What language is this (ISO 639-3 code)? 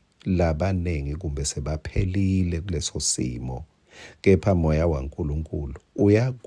ssw